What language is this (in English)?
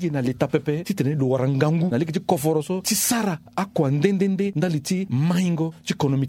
Sango